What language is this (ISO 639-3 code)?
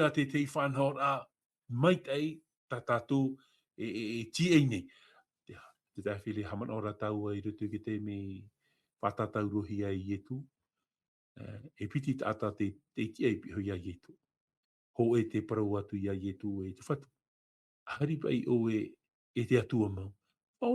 tah